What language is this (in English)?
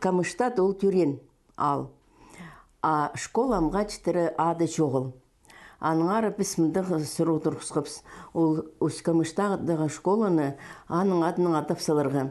Khakas